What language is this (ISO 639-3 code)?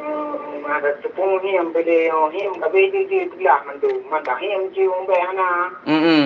ace